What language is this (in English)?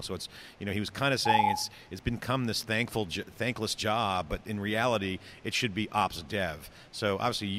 English